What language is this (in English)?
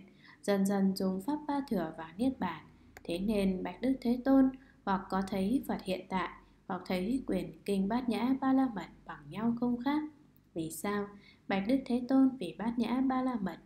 Vietnamese